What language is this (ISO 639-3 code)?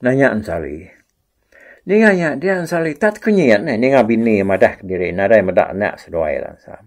iba